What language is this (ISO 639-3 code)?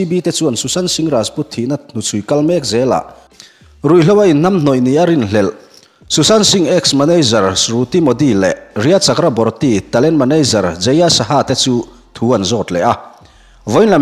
lus